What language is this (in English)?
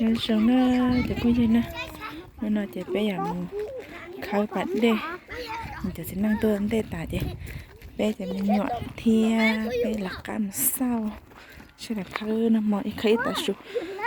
Hmong